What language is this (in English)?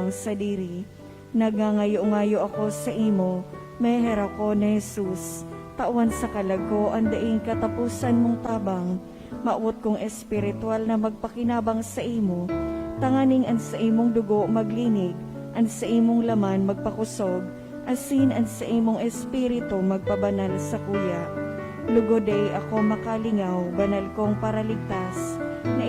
Bikol